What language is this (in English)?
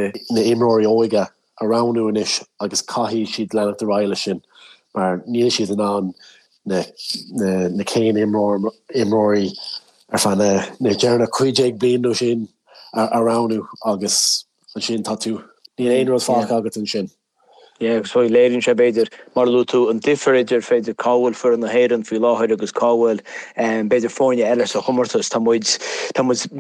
Irish